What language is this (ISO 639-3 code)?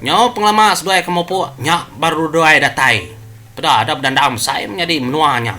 iba